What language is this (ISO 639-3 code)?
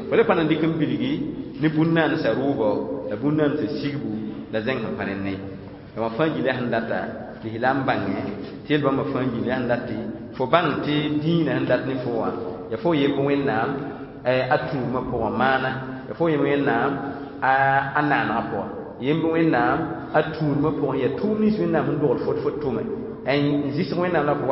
mos